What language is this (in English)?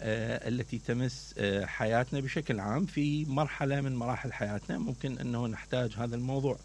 Mesopotamian Arabic